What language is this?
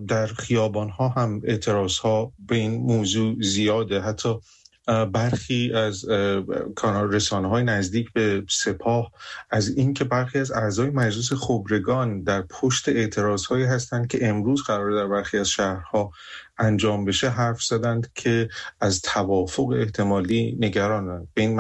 Persian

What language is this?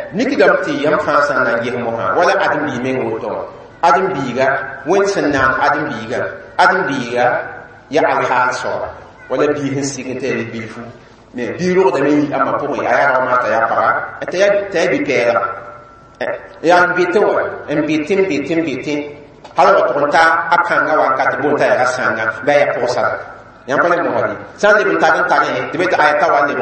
Mossi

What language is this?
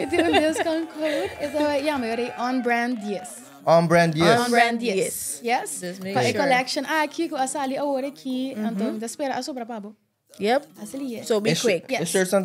Papiamento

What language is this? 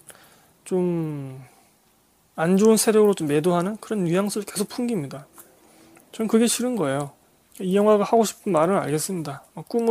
Korean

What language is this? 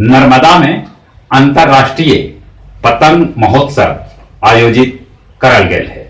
Magahi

